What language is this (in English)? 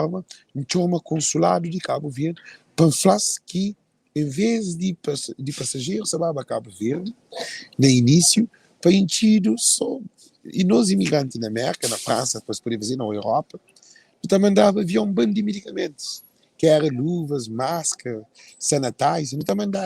Kabuverdianu